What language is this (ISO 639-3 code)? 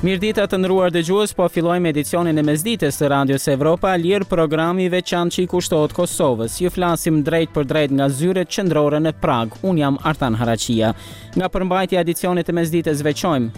sqi